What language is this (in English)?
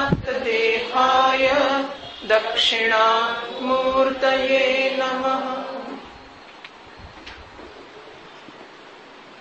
Gujarati